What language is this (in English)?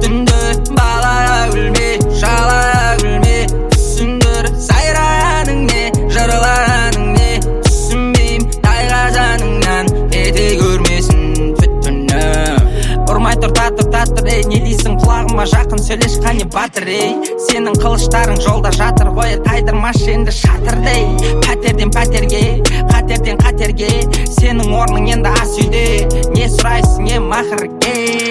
Kazakh